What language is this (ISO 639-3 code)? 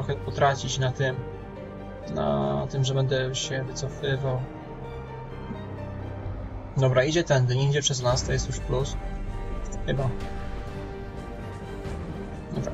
pol